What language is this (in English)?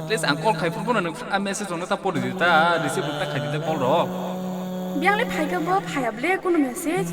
Kok Borok